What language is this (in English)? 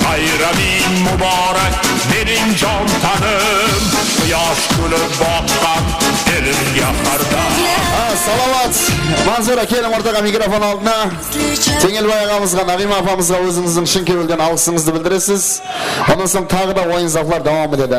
Kara-Kalpak